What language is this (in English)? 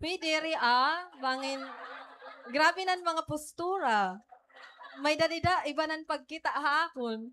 Waray